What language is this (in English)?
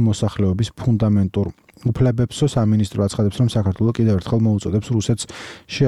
Georgian